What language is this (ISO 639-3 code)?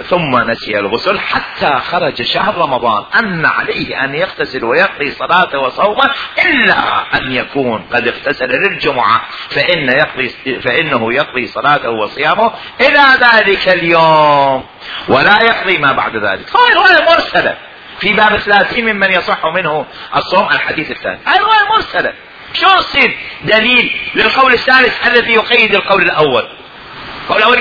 acm